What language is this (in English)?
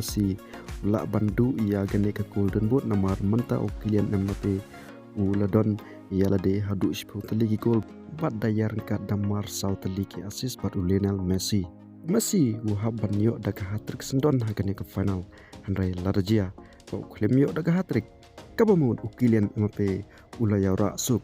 Khasi